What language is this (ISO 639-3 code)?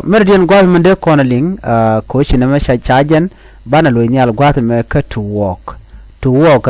nus